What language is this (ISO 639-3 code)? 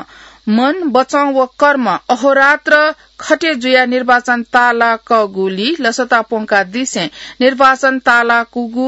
new